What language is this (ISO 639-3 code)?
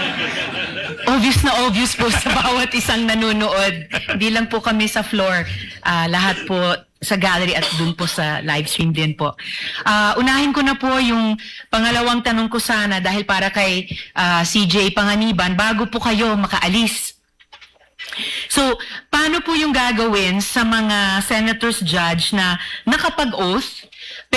fil